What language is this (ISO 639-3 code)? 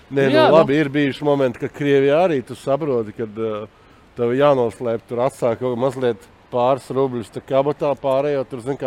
lav